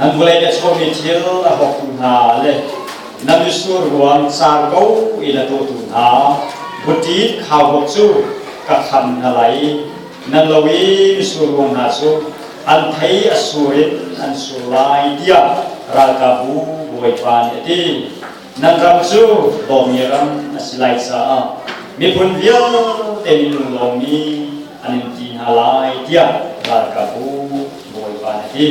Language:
Hakha Chin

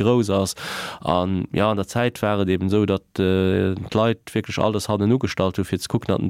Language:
Luxembourgish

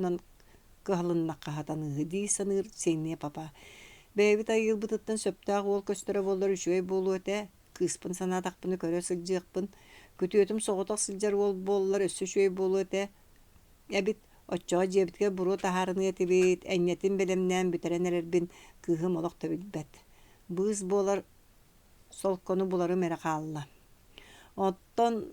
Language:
Yakut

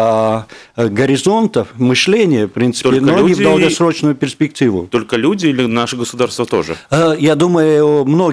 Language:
Russian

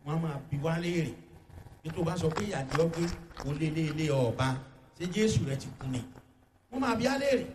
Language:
Yoruba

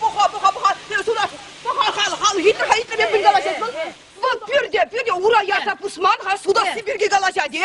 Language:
Chuvash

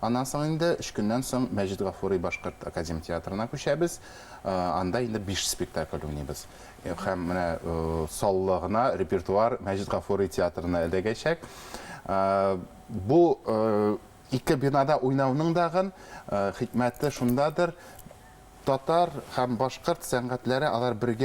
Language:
Bashkir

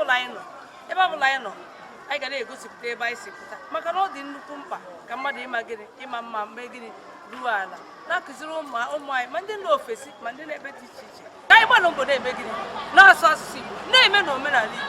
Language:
Igbo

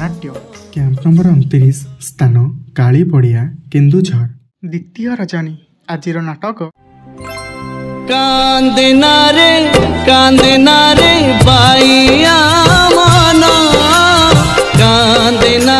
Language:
Odia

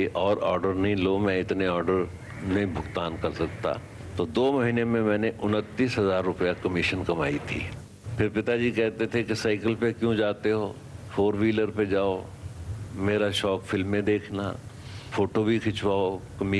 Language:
Hindi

